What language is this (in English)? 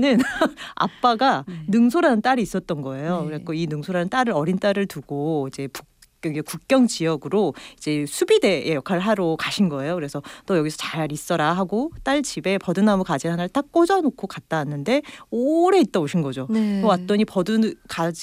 Korean